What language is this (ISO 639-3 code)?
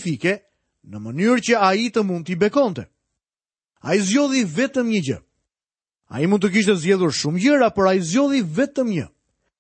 sqi